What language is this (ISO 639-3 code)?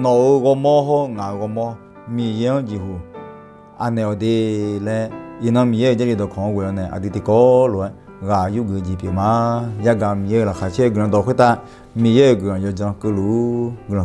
ahk